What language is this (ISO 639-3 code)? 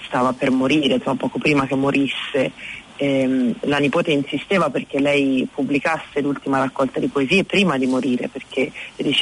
ita